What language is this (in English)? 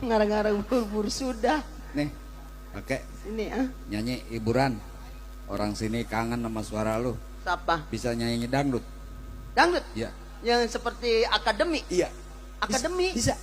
Betawi